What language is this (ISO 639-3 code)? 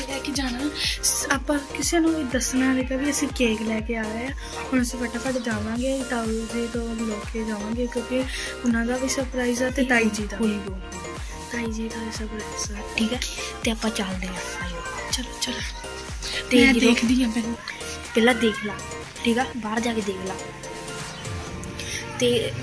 pan